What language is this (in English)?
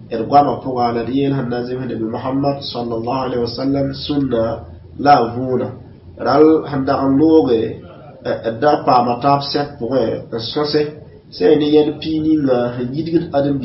Mossi